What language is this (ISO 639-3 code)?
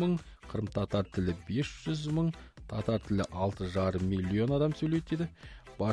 kaz